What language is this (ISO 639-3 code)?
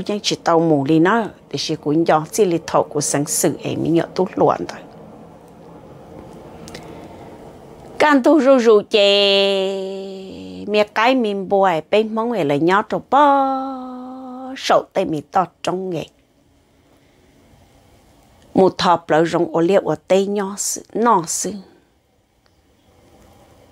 vie